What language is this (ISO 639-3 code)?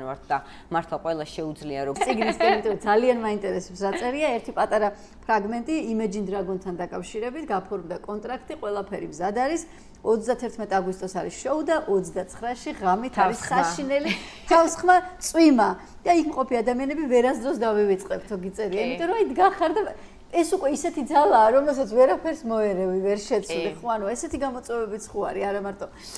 kat